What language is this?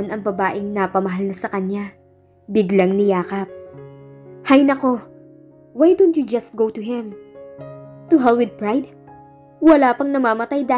Filipino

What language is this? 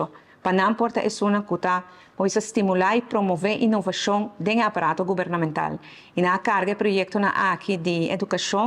Papiamento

